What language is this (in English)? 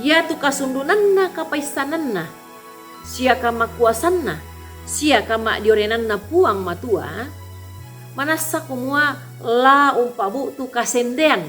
Toraja-Sa'dan